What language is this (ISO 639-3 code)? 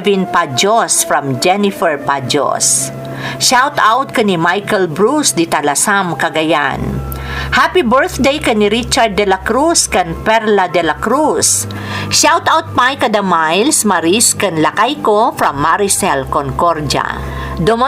ilo